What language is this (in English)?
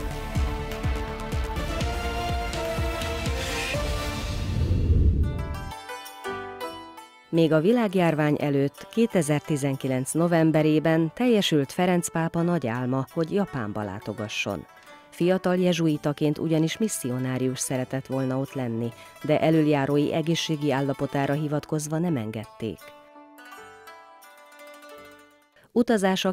Hungarian